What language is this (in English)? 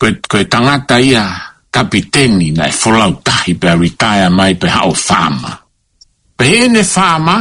Tongan